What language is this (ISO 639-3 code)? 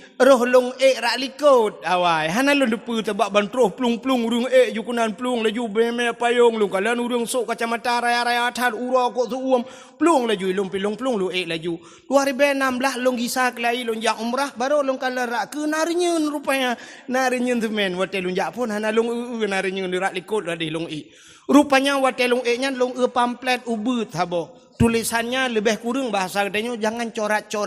ace